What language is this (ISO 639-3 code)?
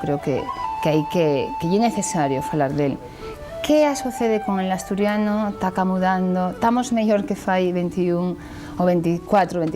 ast